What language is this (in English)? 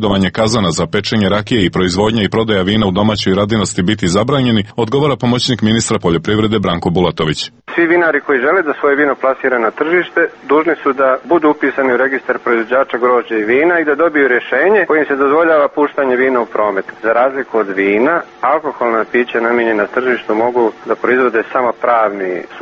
Serbian